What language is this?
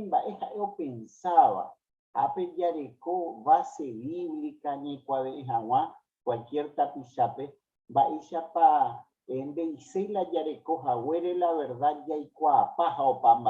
Guarani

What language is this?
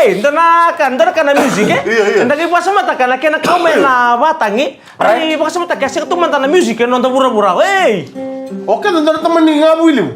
Fijian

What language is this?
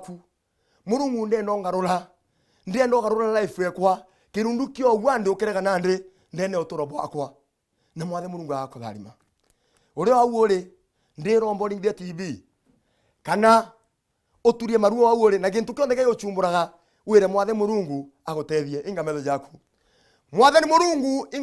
Meru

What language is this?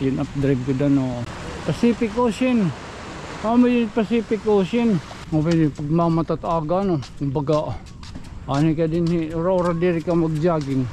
Waray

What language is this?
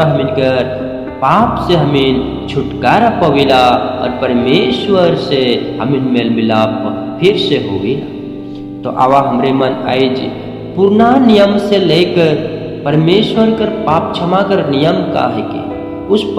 Sadri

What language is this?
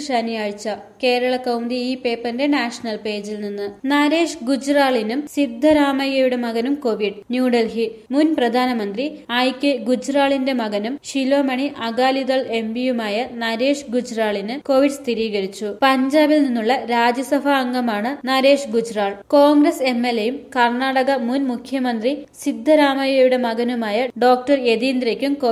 Malayalam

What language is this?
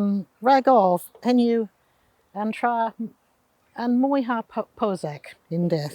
Cornish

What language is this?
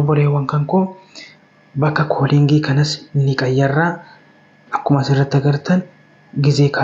Oromo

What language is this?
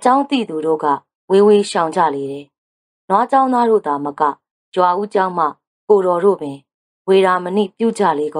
Burmese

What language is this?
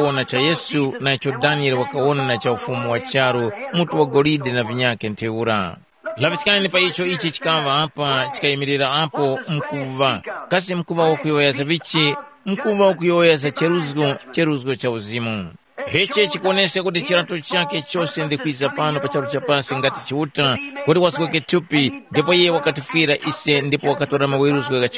Tumbuka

